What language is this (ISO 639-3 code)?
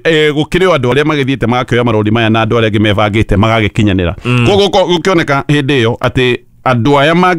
kik